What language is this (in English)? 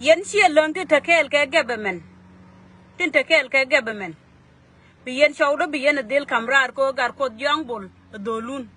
Nuer